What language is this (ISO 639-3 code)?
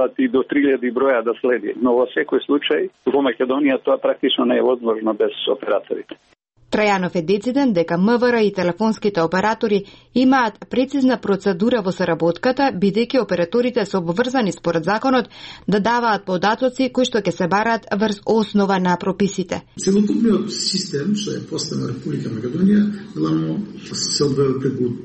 mkd